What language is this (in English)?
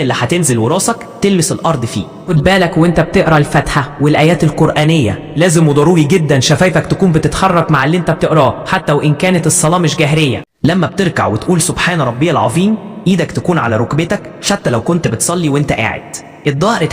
Egyptian Arabic